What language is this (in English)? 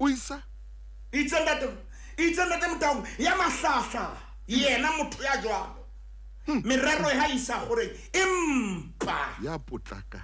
Southern Sotho